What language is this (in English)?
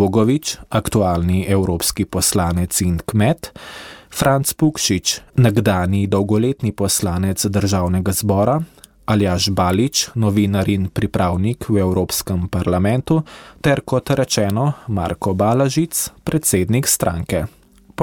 Slovenian